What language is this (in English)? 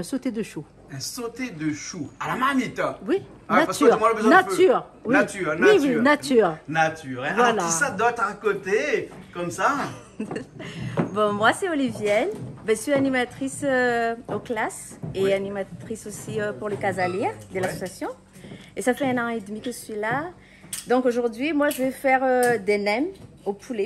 Réunion Creole French